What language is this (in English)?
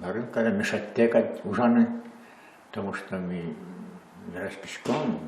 Udmurt